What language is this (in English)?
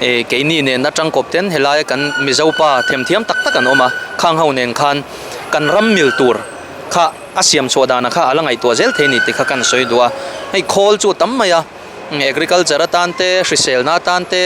Mizo